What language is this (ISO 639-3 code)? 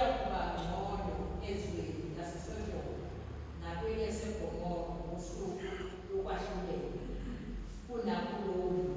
zul